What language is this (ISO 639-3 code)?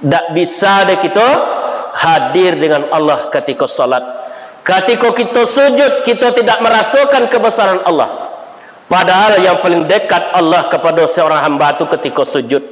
min